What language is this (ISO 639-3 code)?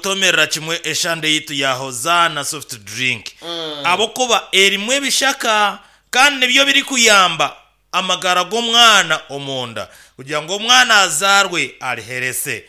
nyn